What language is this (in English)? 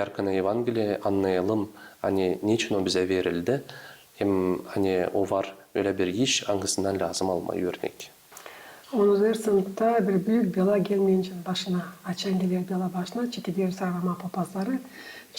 Gagauz